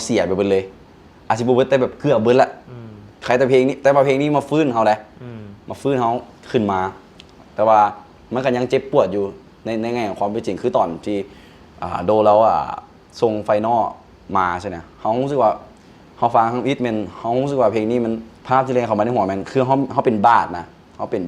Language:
Lao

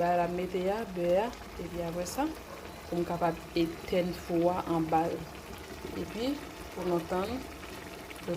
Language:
Haitian Creole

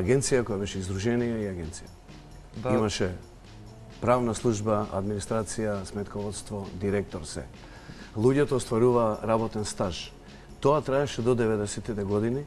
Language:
Macedonian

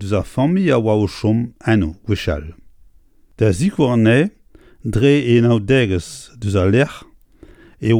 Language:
Breton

